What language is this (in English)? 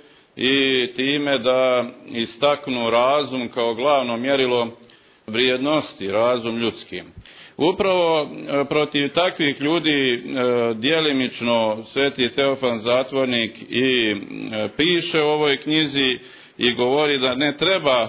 Serbian